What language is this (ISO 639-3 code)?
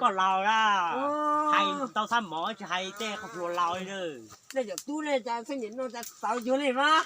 hmn